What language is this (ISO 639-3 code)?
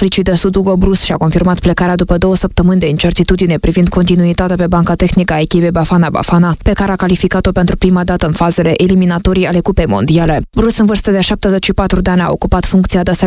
ron